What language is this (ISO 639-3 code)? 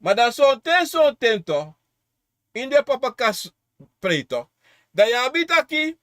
srn